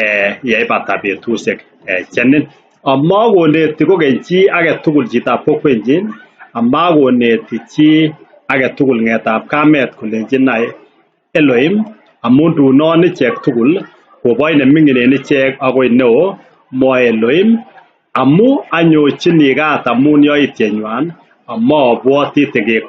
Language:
Kalenjin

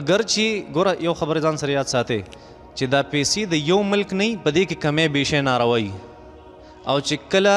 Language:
Pashto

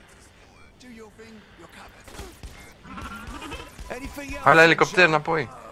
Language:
Romanian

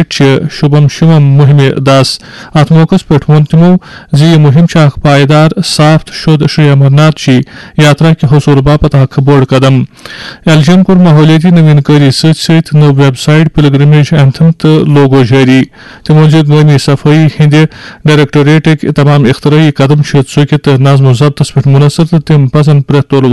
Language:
Kashmiri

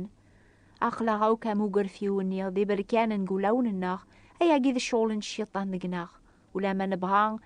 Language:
Kabyle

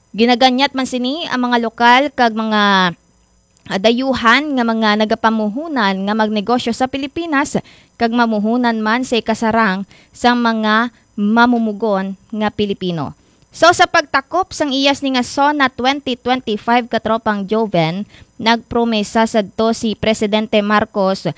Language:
Hiligaynon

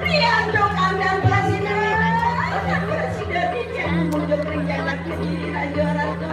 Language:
Balinese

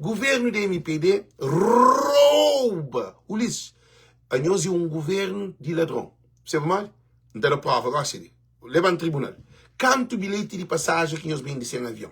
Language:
Kabuverdianu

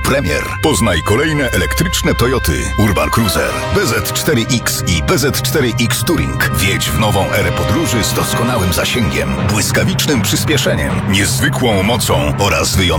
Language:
Polish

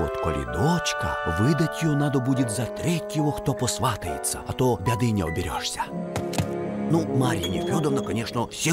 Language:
Russian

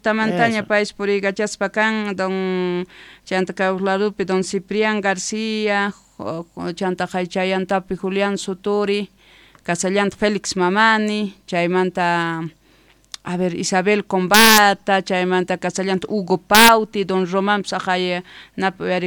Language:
South Bolivian Quechua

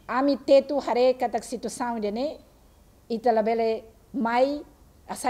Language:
Tetum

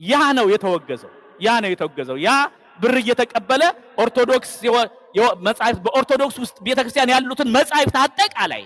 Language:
Amharic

